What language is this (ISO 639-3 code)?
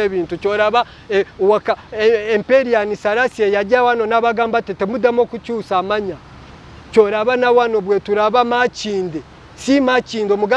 lug